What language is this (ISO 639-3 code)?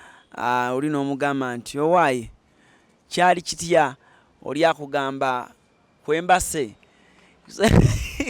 lug